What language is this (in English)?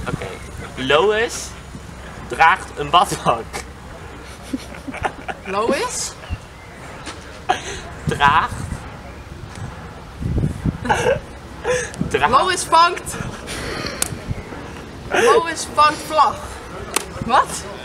Dutch